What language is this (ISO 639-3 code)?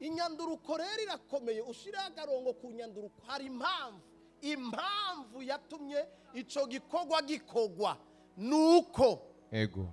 run